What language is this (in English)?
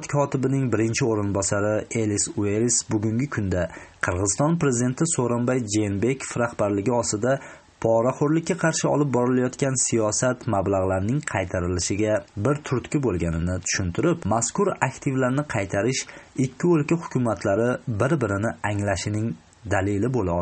Uzbek